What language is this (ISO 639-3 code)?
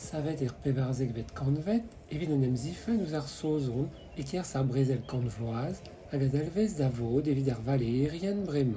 bre